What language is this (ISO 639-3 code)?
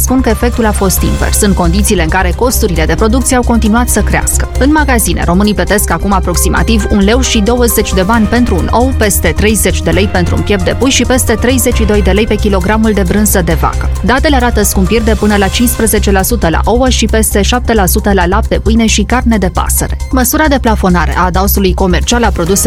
ron